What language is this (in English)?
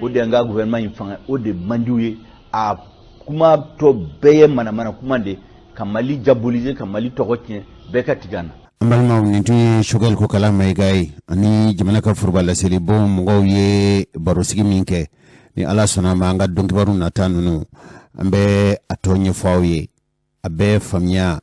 Bambara